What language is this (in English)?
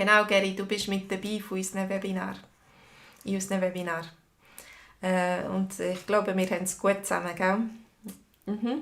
Swiss German